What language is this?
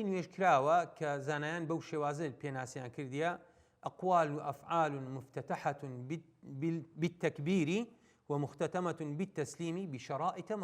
Central Kurdish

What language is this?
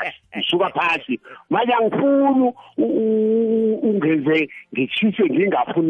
South Ndebele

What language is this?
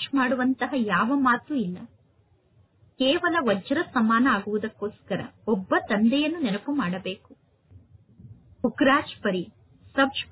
Kannada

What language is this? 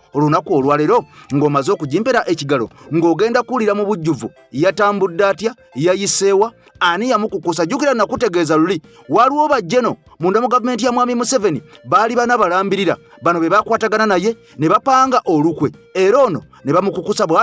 Ganda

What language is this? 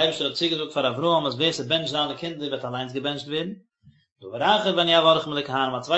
Yiddish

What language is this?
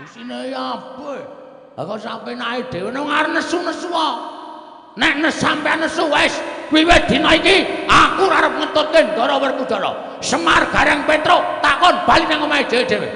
Javanese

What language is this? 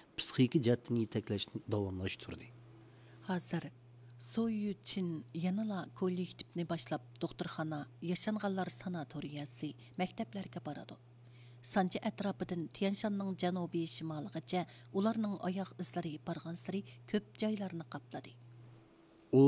Uyghur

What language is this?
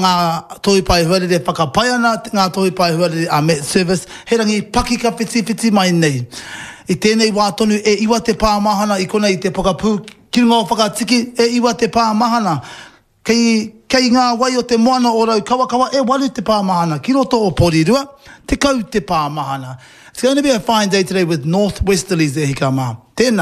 Māori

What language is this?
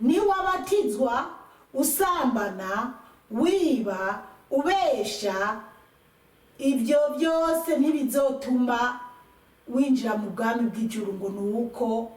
Rundi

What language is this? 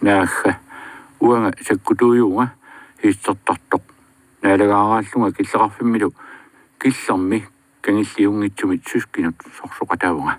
Kalaallisut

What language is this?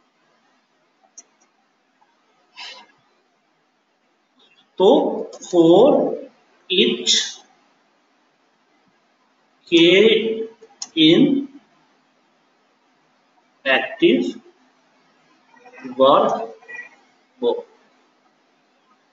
Hindi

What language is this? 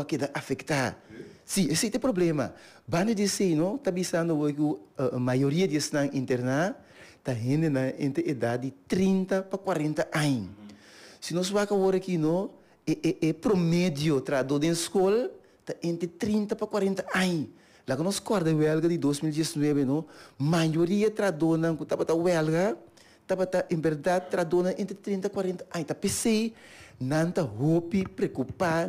Papiamento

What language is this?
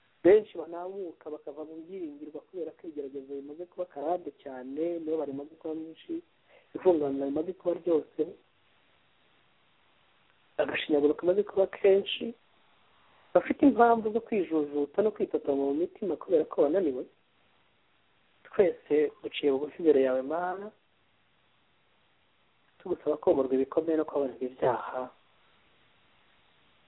Kinyarwanda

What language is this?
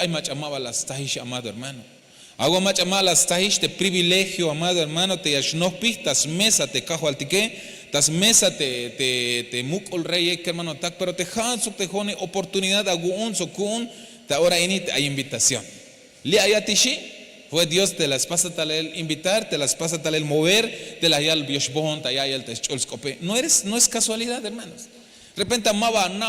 Tzeltal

